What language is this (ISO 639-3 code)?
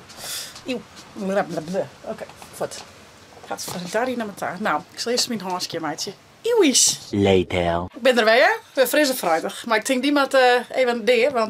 fry